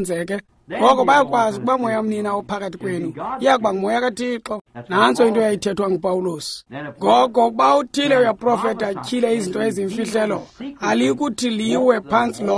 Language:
Xhosa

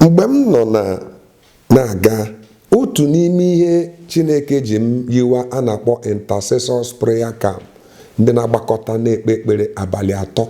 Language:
Igbo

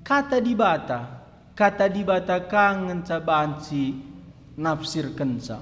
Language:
Batak Karo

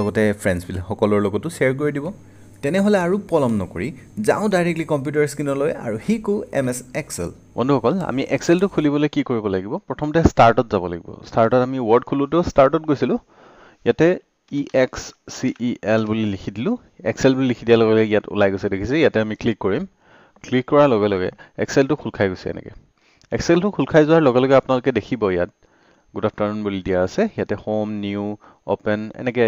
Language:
Assamese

